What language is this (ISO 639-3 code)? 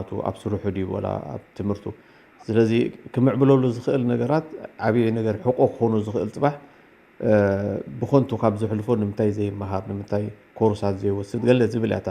tir